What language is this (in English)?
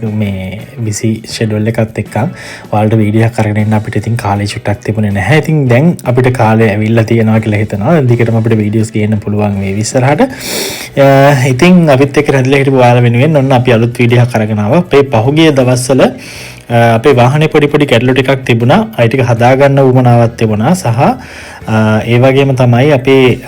Sinhala